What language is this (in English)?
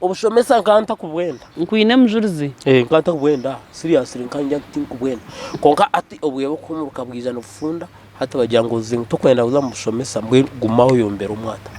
Nyankole